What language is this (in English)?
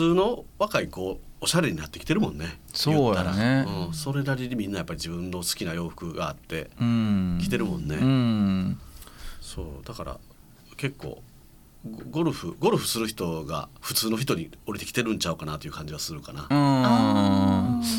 Japanese